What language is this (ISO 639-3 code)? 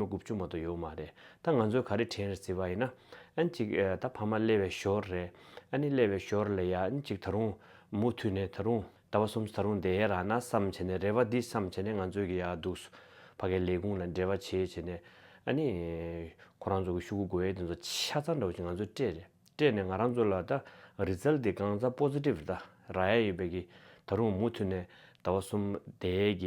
bod